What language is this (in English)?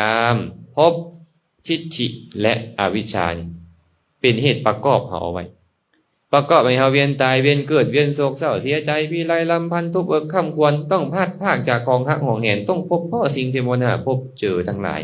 Lao